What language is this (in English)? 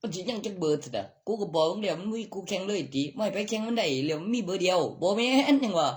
Northeastern Thai